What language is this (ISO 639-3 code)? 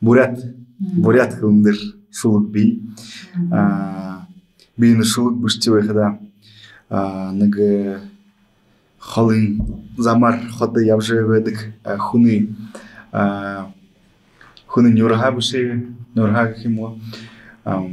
bua